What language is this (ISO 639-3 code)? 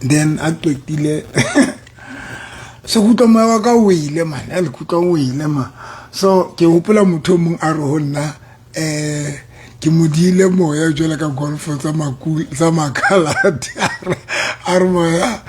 sot